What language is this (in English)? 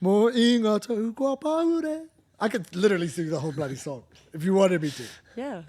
Māori